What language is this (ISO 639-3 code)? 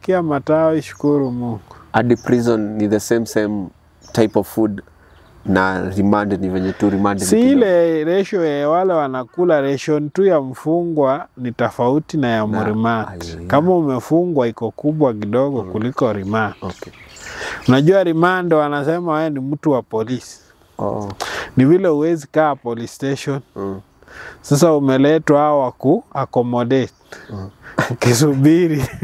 swa